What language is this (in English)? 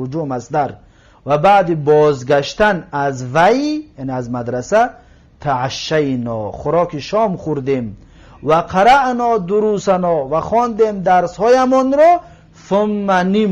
Tajik